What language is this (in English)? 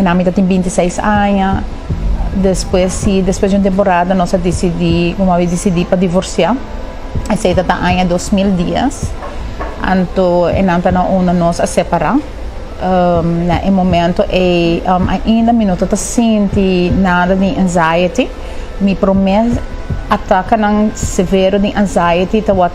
Papiamento